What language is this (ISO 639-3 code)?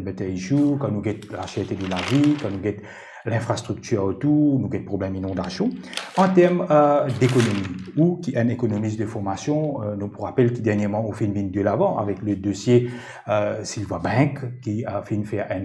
mfe